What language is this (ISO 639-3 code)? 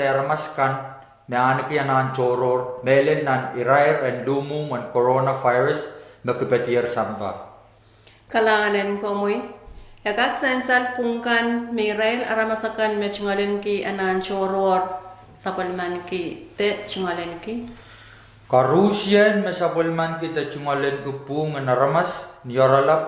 pon